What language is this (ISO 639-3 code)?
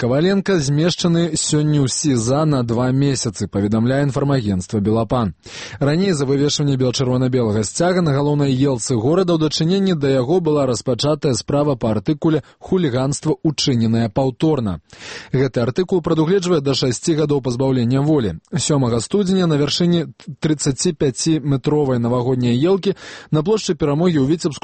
bel